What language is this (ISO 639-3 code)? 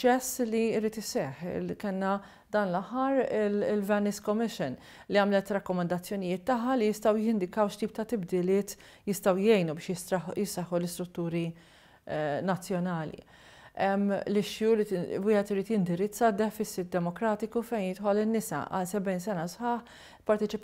mlt